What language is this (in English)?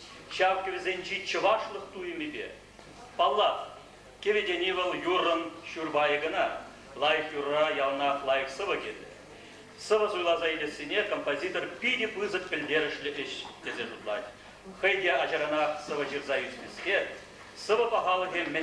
Chuvash